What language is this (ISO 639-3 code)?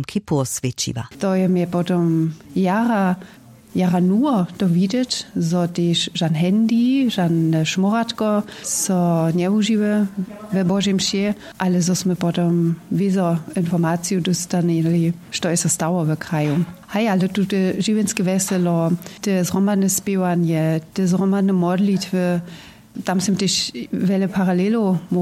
hsb